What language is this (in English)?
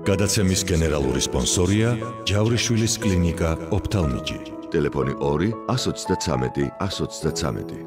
Georgian